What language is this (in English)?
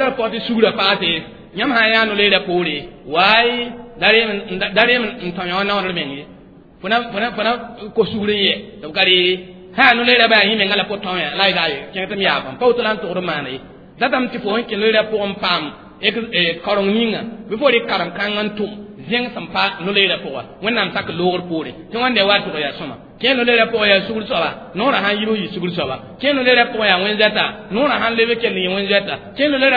Mossi